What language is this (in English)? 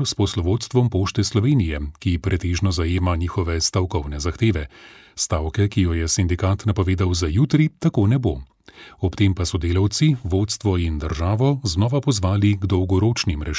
Slovenian